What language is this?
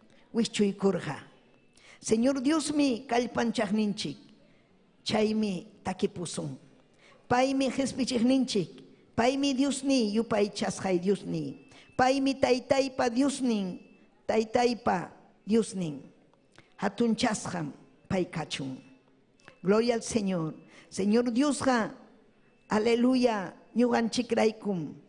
Ayacucho Quechua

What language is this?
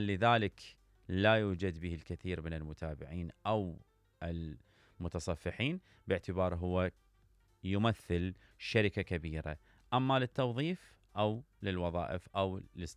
Mesopotamian Arabic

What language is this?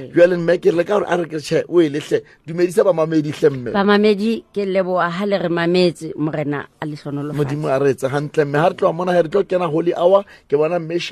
Southern Sotho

